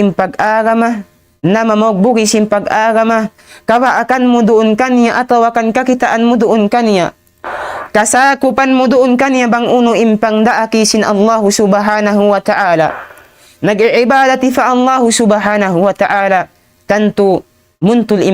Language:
Tausug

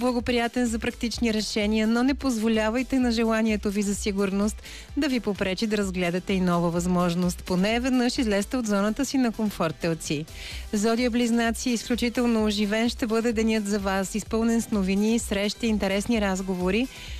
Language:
Bulgarian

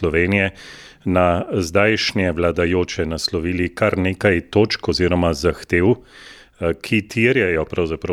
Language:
Slovenian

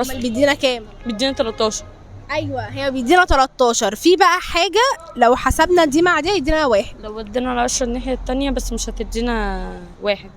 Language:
Egyptian Arabic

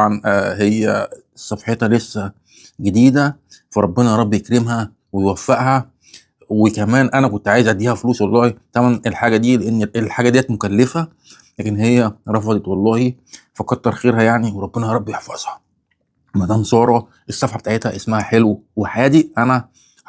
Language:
Egyptian Arabic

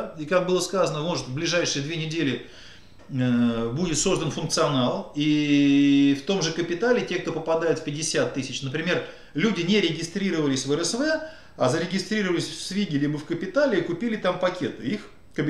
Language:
Russian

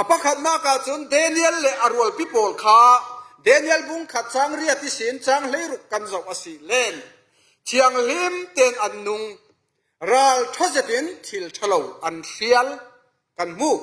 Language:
Falam Chin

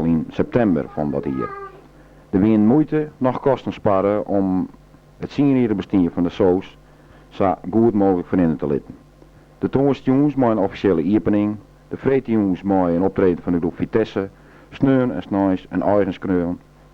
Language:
Western Frisian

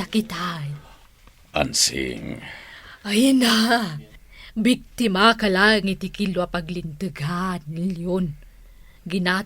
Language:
Iloko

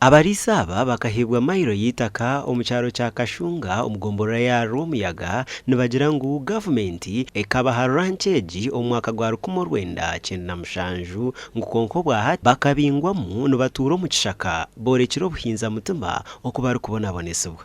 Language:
Nyankole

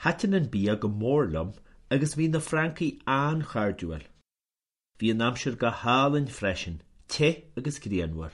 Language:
Irish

